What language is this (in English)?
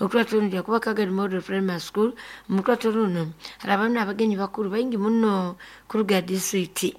Nyoro